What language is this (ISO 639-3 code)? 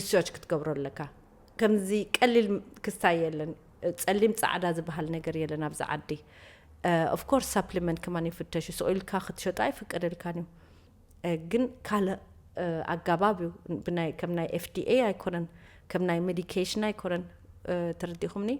tir